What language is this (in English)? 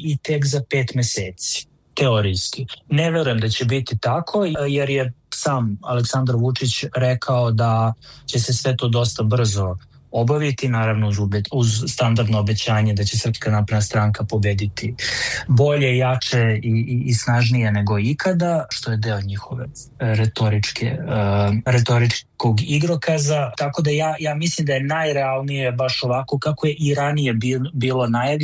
Serbian